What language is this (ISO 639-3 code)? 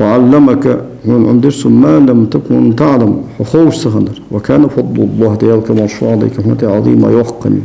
inh